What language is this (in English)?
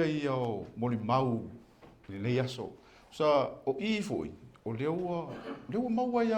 Samoan